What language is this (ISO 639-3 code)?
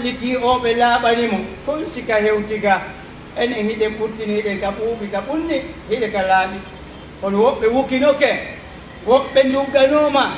fuf